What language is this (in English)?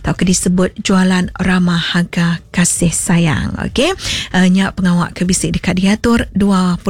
Iban